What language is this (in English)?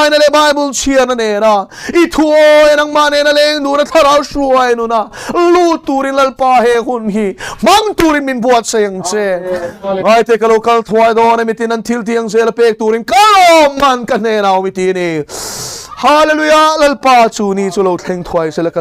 Mizo